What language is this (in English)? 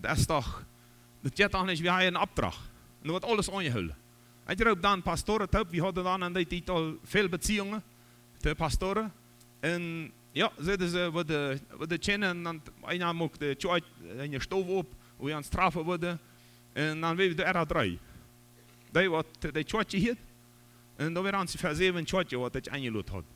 Plautdietsch